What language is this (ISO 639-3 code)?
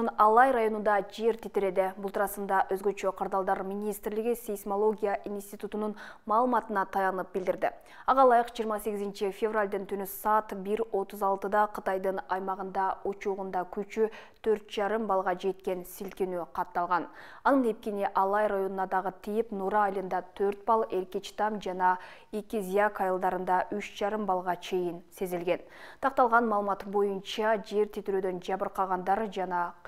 kir